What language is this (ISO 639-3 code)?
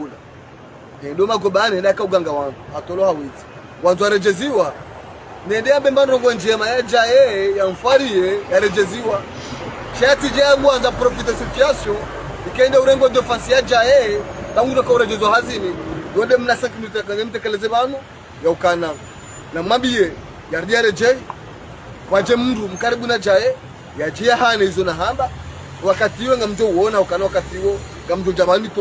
zdj